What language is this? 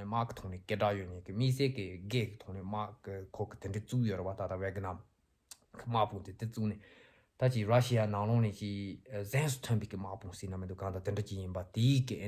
Tibetan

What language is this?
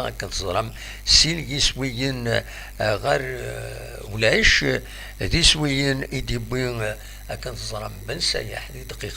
Kabyle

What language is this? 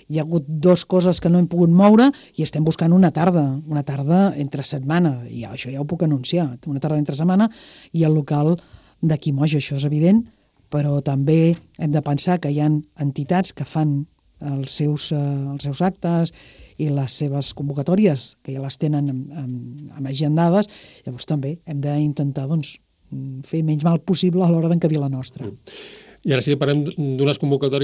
Catalan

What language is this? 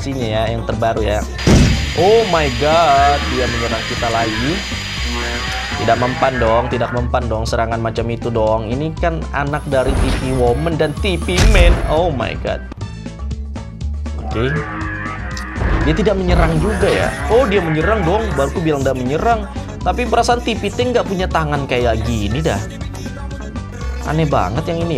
Indonesian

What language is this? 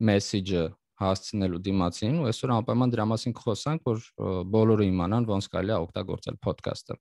Armenian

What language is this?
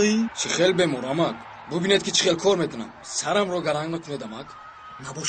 Tajik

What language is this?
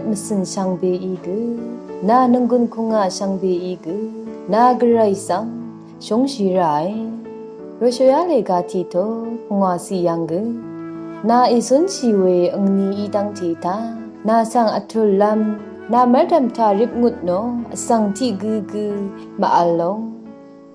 Rawang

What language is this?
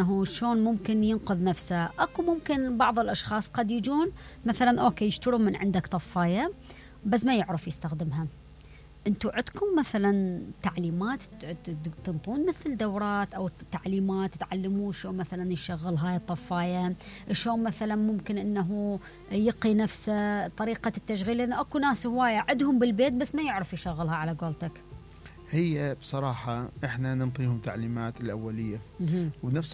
Mesopotamian Arabic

